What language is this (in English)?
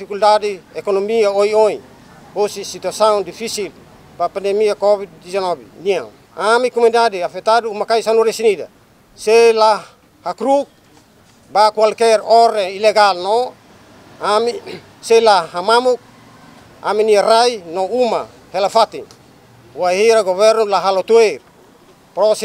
Tetum